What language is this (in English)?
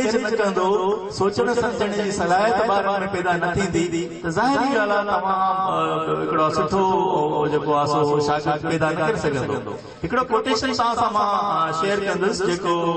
Sindhi